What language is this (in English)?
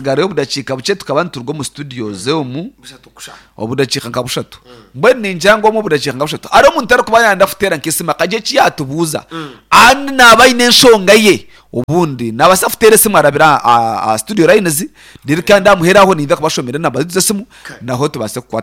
Nyankole